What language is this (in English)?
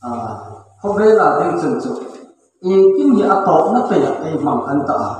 Hmar